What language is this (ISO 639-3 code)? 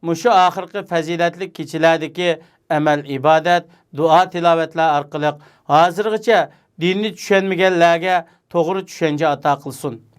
uig